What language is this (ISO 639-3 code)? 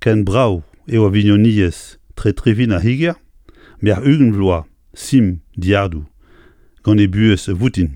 bre